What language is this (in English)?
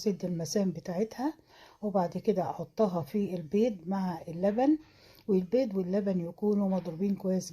Egyptian Arabic